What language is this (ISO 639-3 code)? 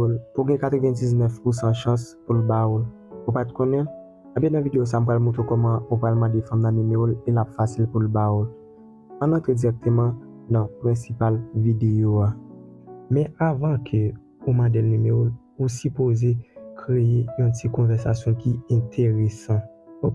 hat